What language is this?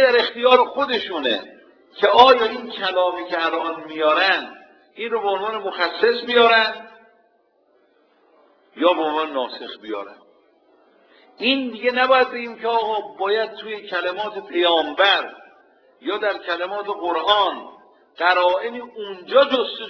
Persian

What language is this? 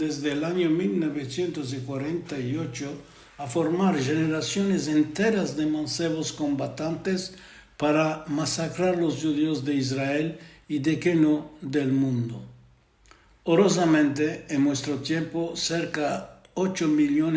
Ladino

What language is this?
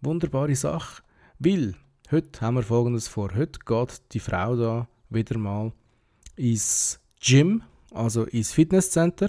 Swiss German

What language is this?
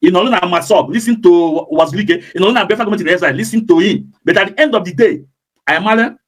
Igbo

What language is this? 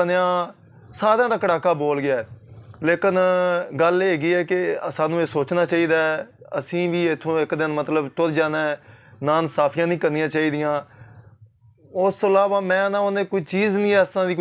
Punjabi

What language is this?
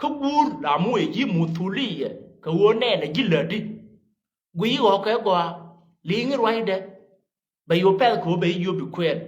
Nuer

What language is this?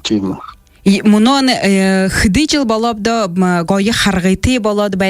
Buriat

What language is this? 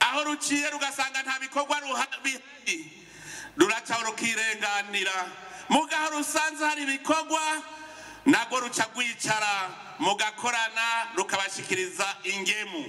Rundi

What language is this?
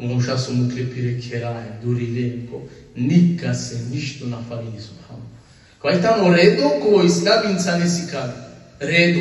Balkan Romani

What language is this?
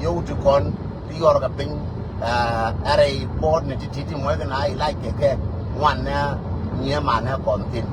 Nuer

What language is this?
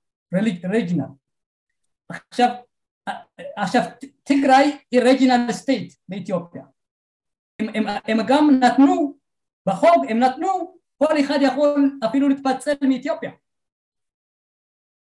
Hebrew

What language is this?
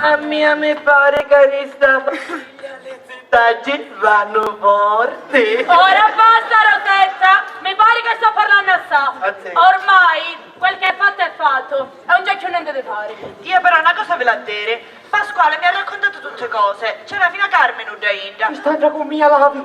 Sicilian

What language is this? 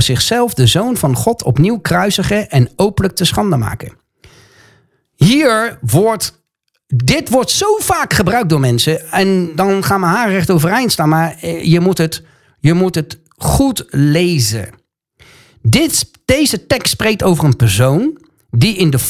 Dutch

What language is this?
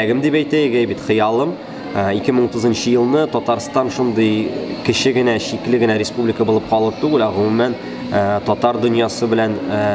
Tatar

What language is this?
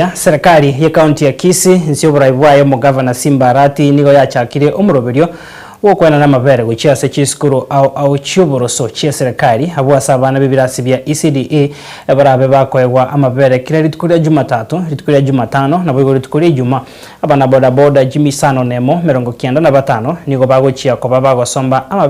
Gusii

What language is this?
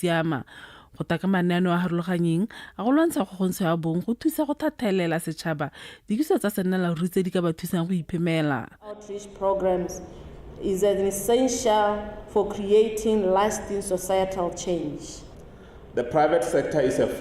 Tswana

